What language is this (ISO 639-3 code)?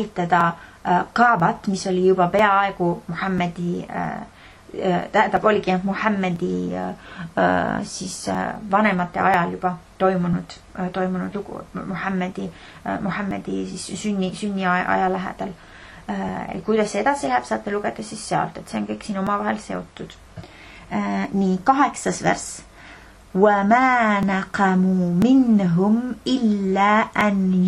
est